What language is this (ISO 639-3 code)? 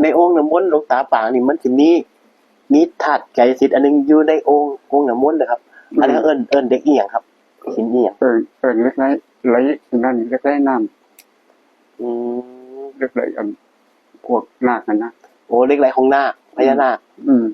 tts